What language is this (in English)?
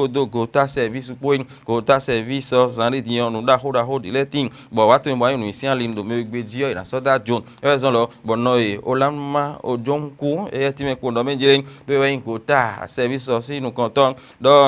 Fon